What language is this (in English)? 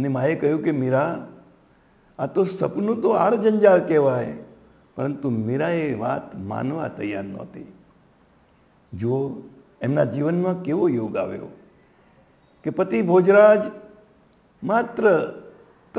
Gujarati